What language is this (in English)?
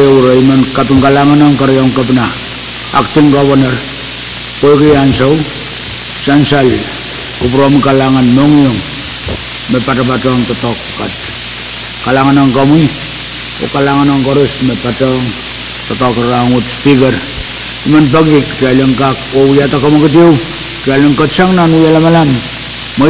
Pohnpeian